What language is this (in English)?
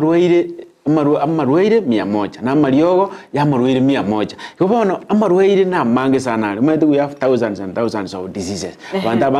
Gusii